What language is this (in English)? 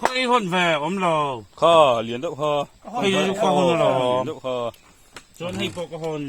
Mizo